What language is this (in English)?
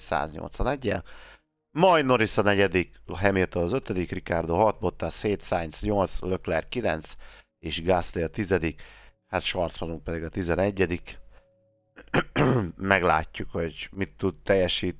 Hungarian